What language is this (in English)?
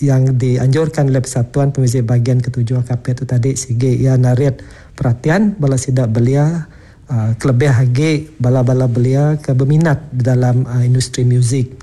Iban